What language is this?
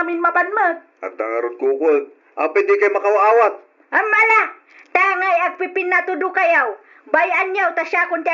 Iloko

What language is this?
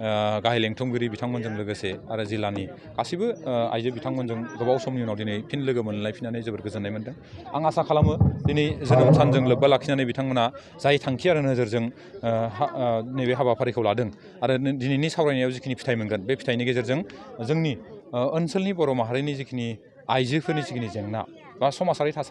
Bodo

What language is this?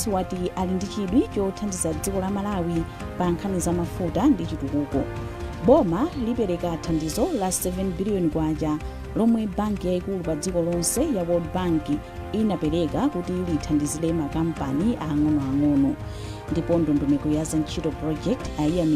Nyanja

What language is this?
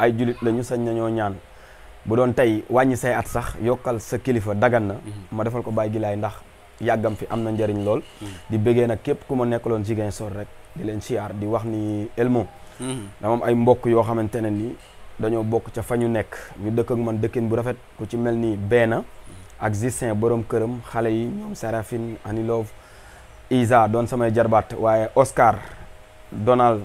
Wolof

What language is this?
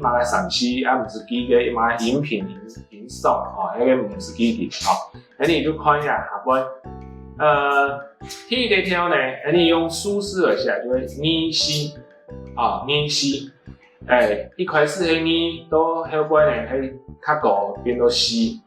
Hakka Chinese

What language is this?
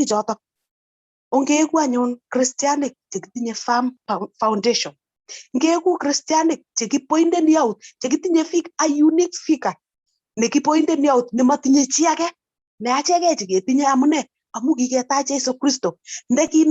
Kalenjin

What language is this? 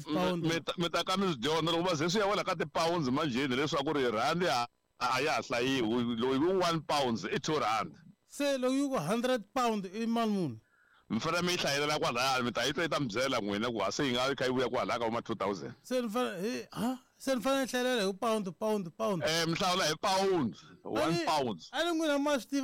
Tsonga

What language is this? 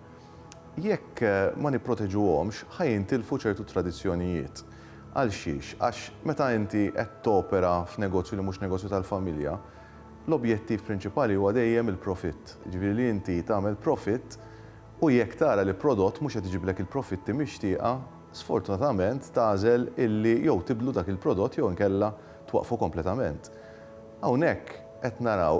Maltese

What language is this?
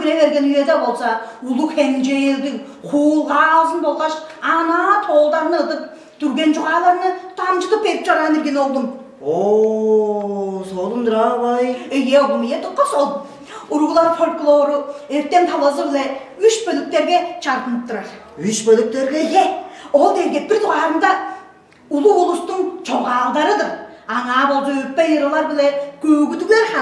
Tuvinian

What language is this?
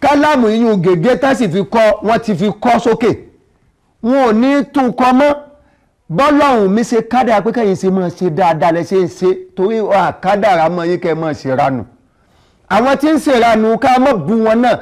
Yoruba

